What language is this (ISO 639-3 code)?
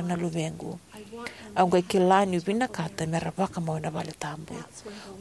fij